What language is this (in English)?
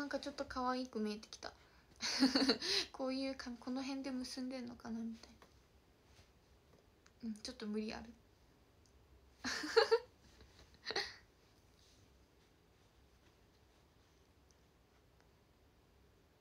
Japanese